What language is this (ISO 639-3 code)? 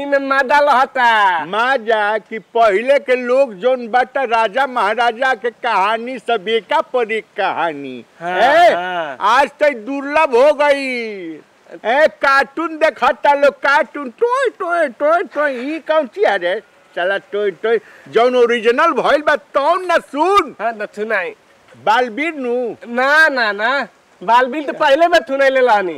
bho